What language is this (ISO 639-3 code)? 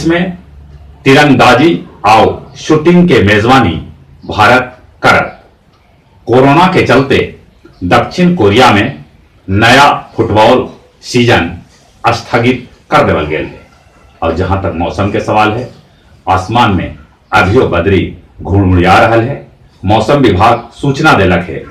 mag